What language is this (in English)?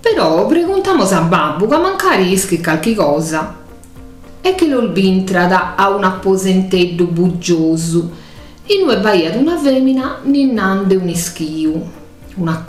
Sardinian